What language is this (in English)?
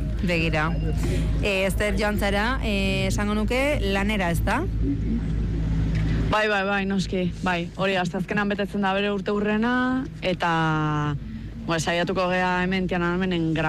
Basque